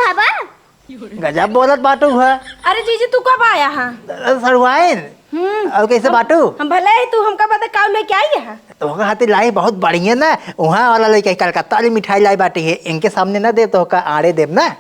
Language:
Awadhi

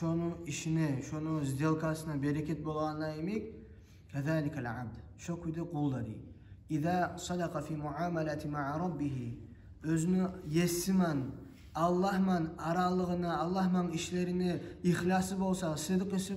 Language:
Kumyk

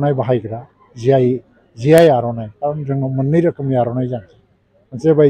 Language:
Bodo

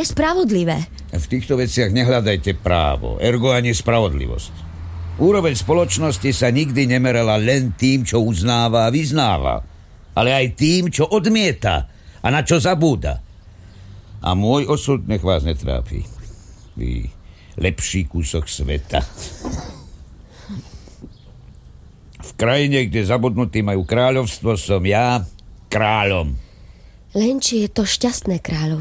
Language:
Slovak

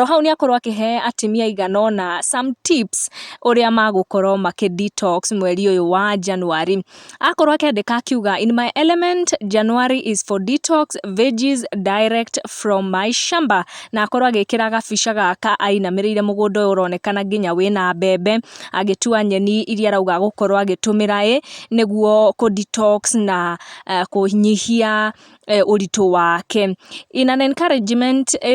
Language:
Kikuyu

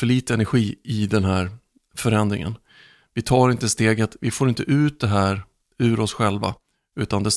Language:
Swedish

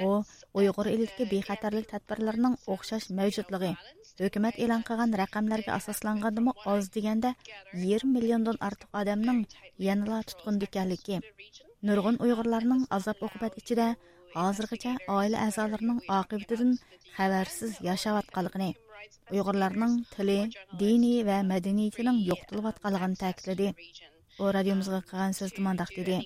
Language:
Uyghur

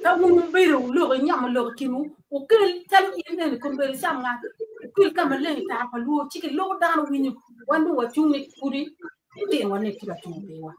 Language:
Acoli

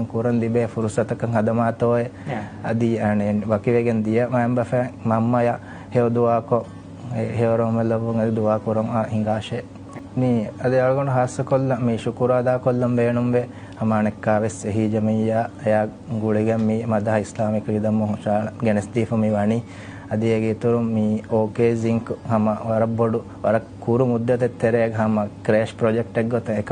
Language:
Divehi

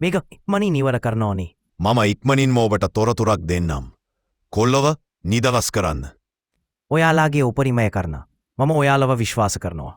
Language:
Sinhala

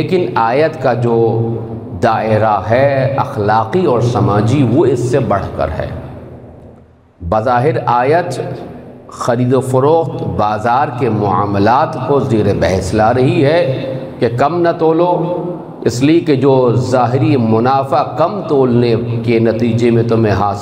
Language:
Urdu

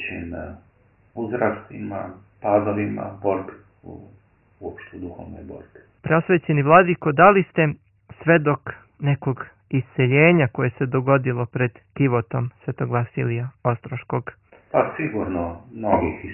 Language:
Serbian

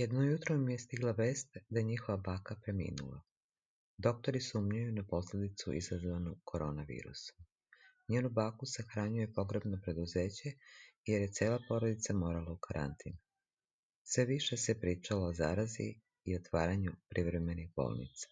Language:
Serbian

